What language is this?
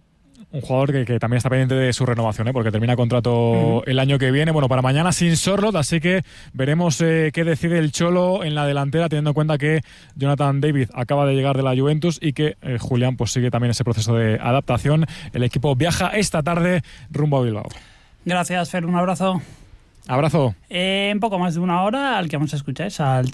Spanish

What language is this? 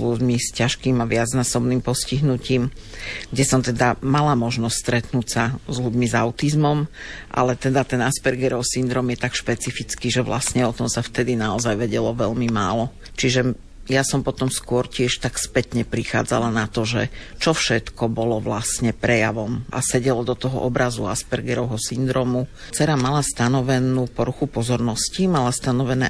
Slovak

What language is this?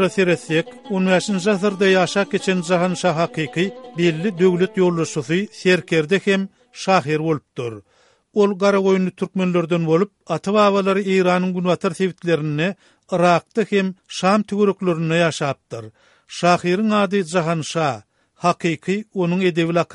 Turkmen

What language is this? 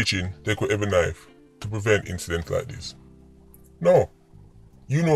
Jamaican Creole English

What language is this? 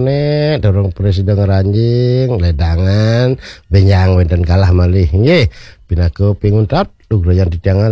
Balinese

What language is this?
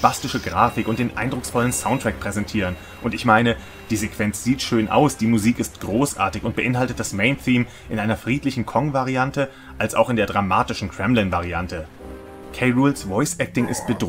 German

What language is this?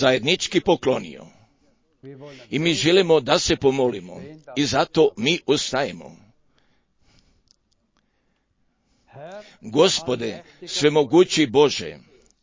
Croatian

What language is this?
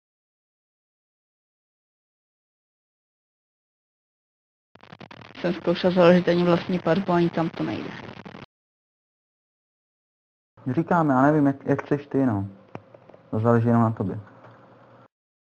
Czech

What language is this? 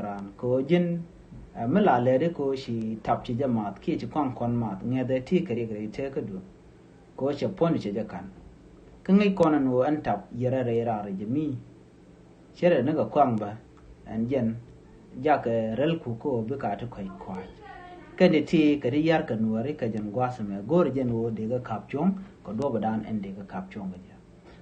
Nuer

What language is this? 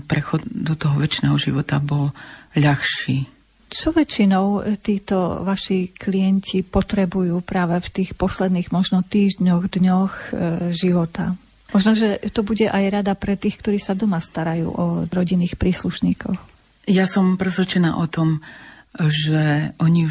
Slovak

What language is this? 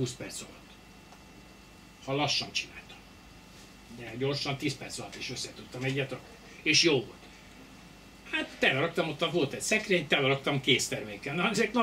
Hungarian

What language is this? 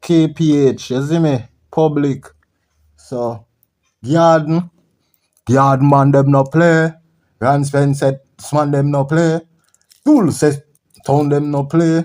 Jamaican Creole English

